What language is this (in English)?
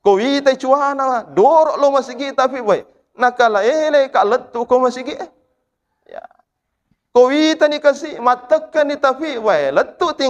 Buginese